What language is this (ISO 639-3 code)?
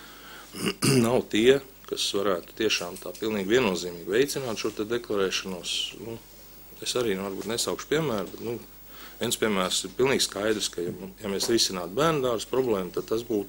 lav